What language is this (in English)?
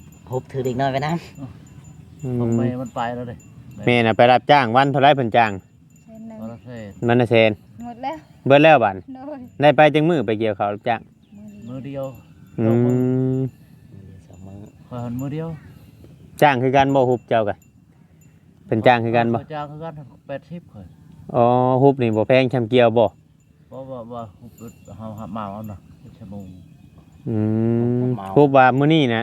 Northeastern Thai